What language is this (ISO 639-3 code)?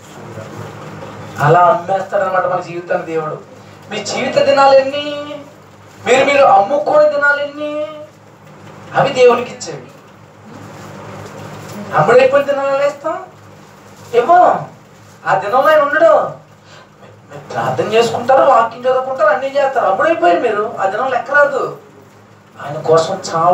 tel